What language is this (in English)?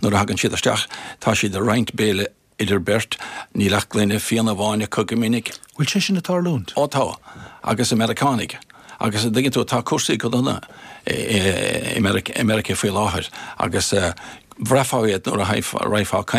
Irish